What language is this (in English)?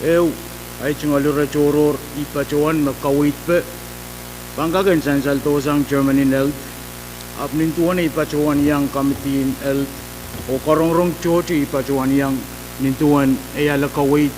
Pohnpeian